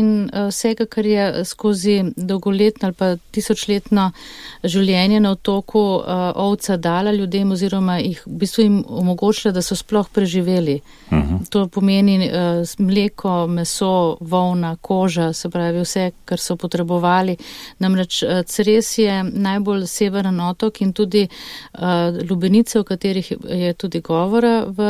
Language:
Slovenian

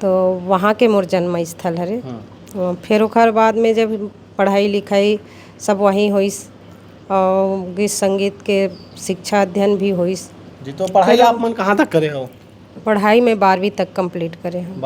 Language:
Chhattisgarhi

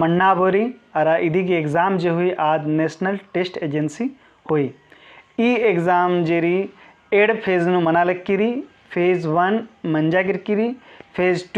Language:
Kurukh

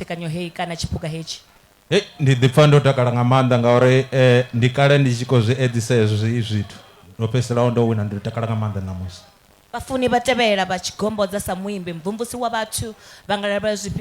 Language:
Venda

